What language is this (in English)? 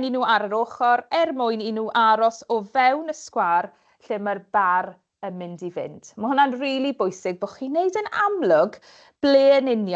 Welsh